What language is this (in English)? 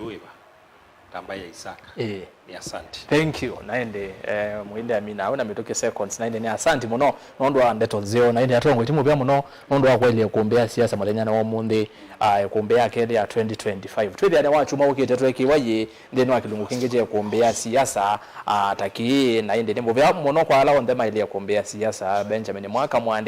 Kamba